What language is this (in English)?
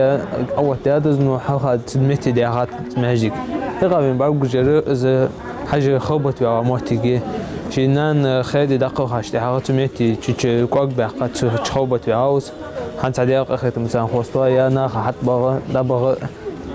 Ingush